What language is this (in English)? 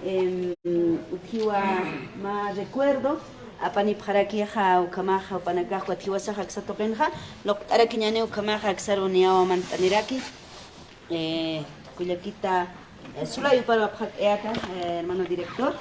Aymara